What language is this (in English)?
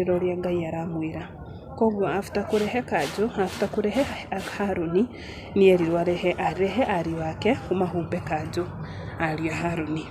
Kikuyu